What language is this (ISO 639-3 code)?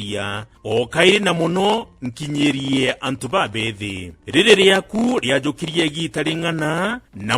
mer